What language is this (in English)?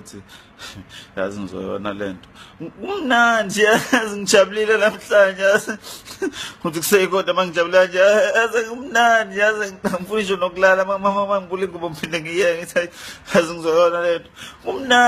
Zulu